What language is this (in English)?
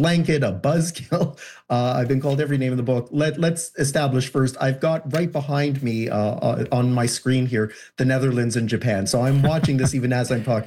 English